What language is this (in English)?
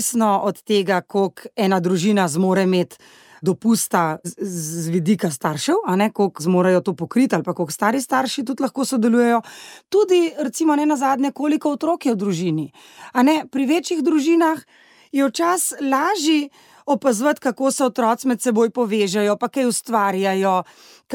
Slovenian